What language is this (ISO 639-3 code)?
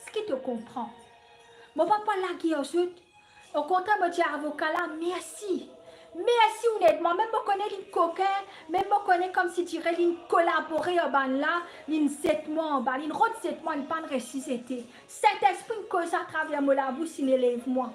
mfe